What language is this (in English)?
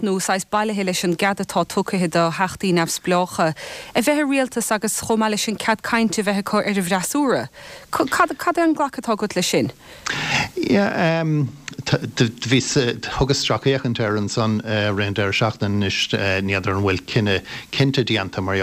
Irish